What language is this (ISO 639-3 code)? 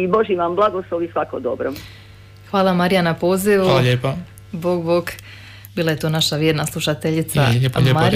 hrv